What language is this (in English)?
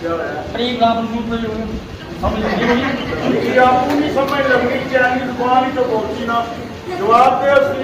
Pahari-Potwari